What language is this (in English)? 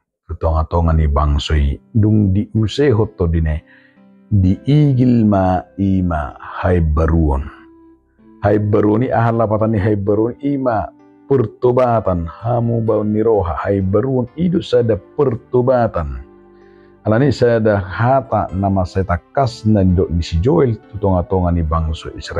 Batak Toba